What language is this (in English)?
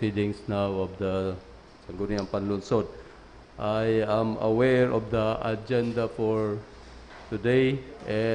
Bikol